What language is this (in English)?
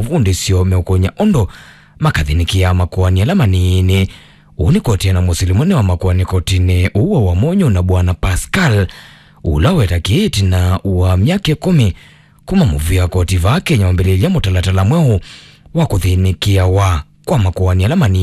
Kamba